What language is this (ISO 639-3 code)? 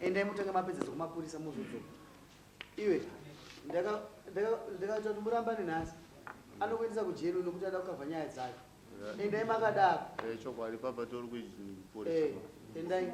sna